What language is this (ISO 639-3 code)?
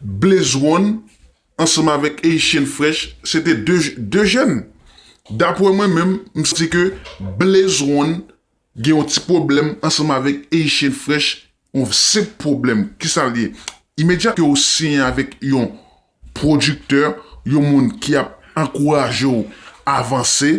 hat